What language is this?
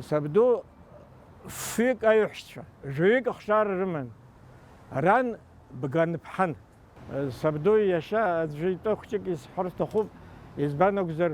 Abkhazian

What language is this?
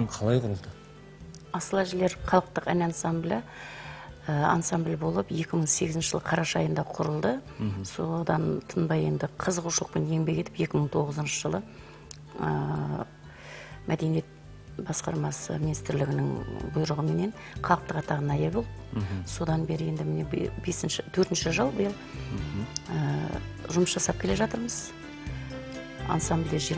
Kazakh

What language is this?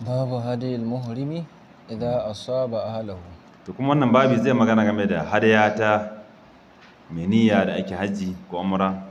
Hausa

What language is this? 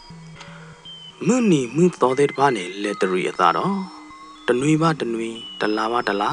S'gaw Karen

